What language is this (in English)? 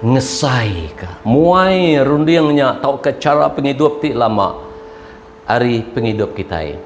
Iban